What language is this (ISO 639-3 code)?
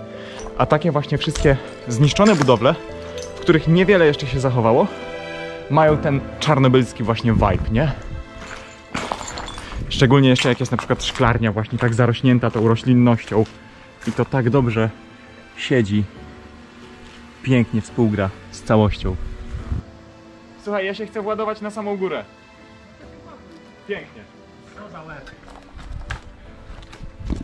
pol